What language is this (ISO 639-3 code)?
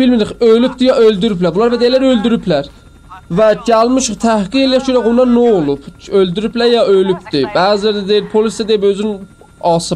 azb